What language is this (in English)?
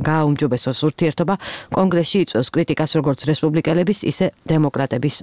Georgian